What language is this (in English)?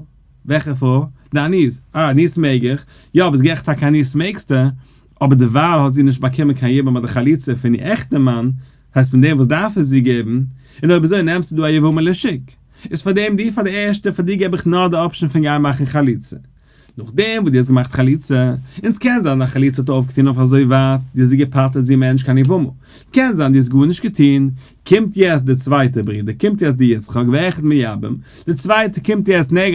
Yiddish